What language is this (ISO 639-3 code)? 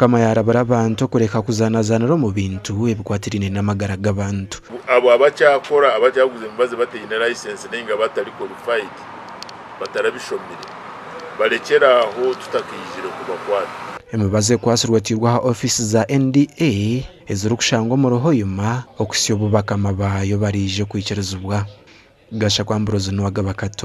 nyn